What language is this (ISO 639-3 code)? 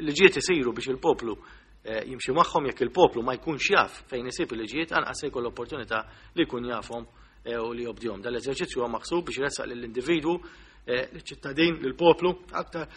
mlt